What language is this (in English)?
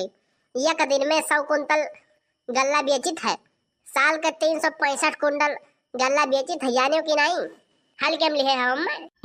Awadhi